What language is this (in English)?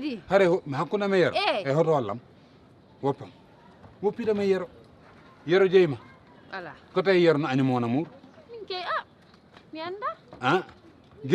Fula